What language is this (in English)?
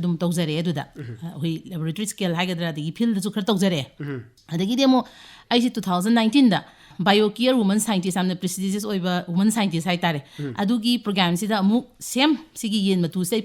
Manipuri